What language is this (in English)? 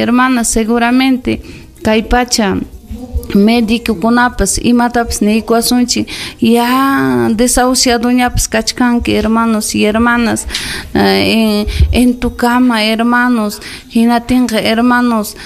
Ayacucho Quechua